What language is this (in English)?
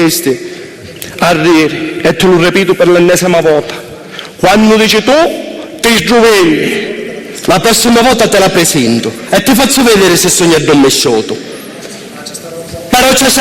Sicilian